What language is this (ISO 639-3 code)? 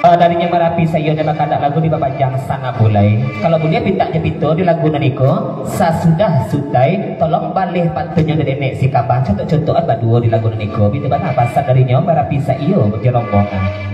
min